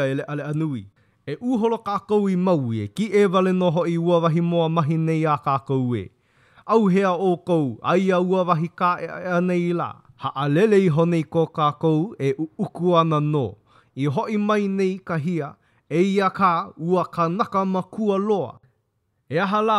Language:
Hawaiian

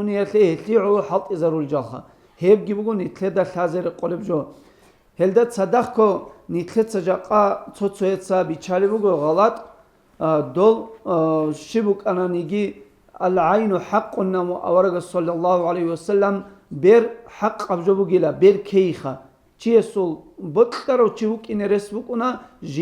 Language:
Avaric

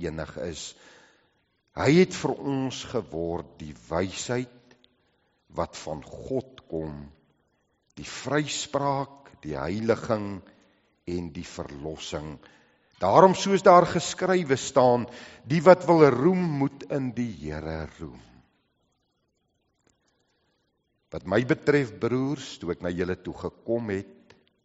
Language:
Afrikaans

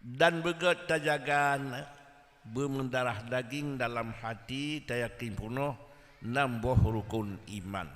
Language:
Achinese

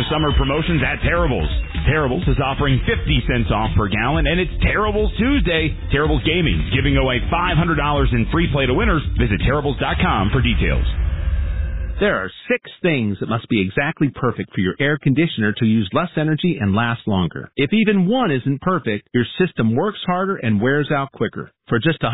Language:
English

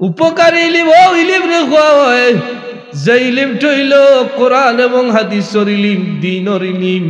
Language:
Sylheti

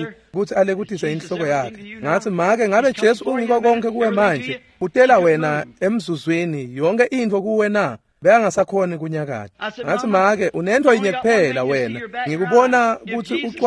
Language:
Swati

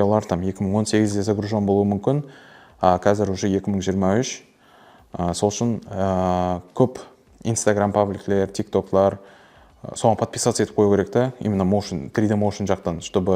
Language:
Kara-Kalpak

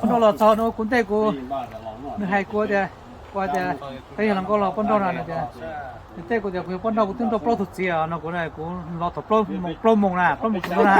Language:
Hmong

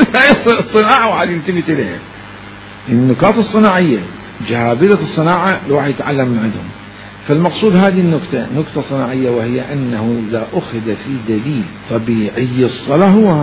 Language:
Mesopotamian Arabic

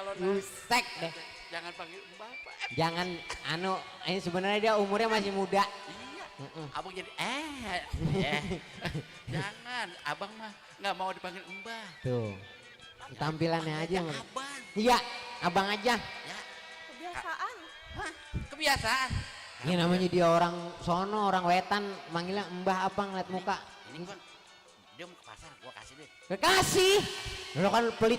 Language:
Betawi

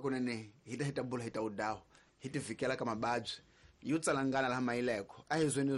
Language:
Tsonga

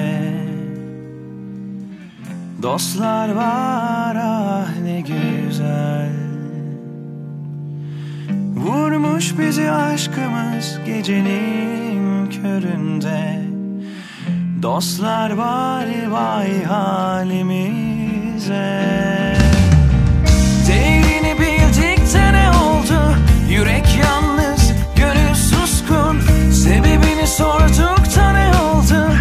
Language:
Turkish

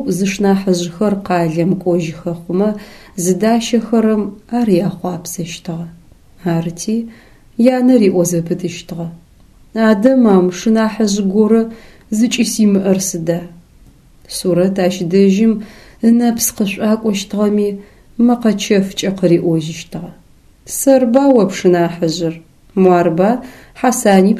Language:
Adyghe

